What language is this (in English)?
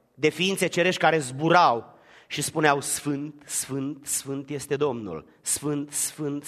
Romanian